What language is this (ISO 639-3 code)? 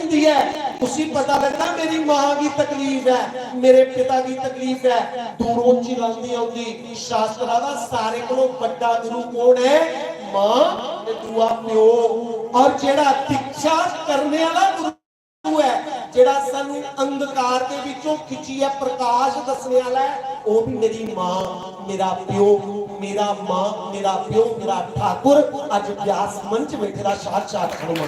doi